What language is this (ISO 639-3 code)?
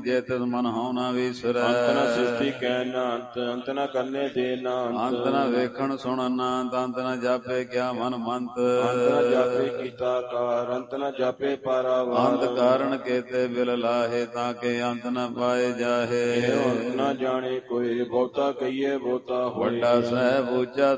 pan